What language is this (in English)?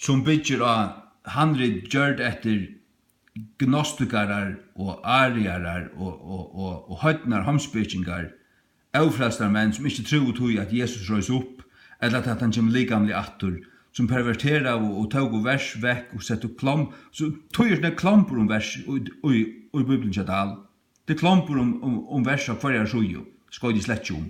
Faroese